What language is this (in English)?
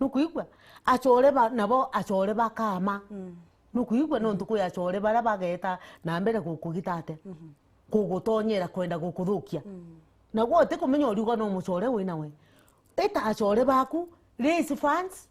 Meru